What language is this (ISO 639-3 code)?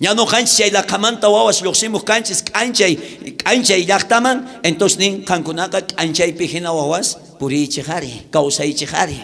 quh